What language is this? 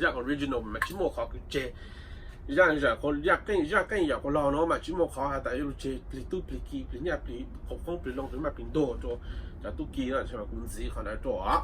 Hmong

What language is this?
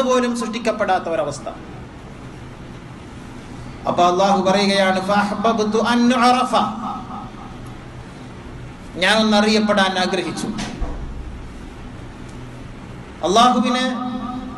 Malayalam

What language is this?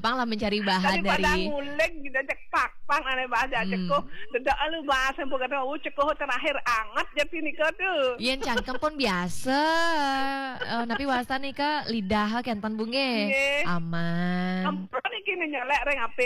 Balinese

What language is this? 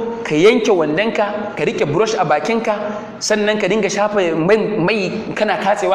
Hausa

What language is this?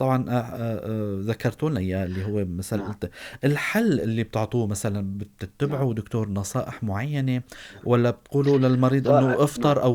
North Levantine Arabic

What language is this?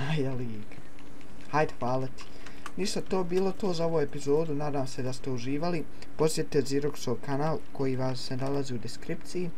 Bosnian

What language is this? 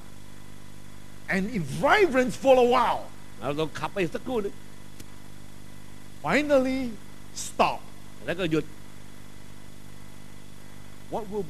Thai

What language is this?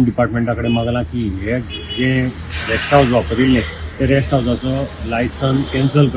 Konkani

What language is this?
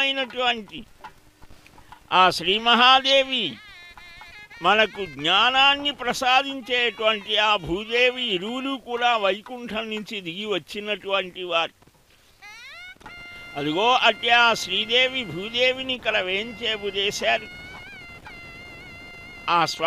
Telugu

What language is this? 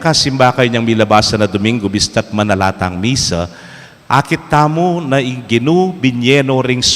Pampanga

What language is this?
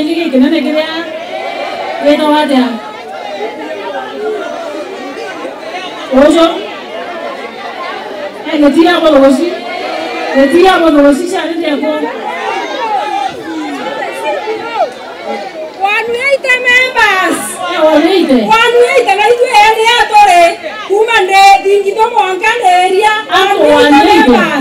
Meru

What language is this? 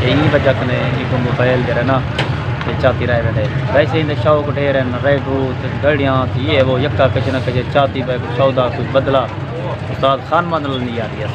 Saraiki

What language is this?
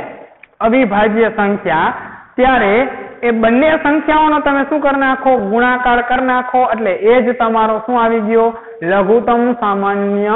Gujarati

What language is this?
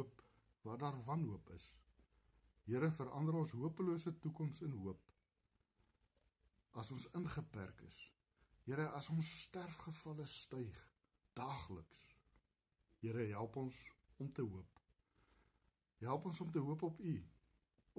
Afrikaans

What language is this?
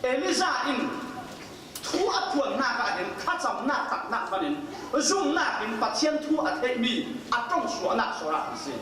Falam Chin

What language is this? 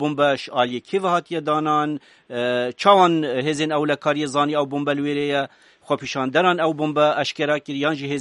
Kurdish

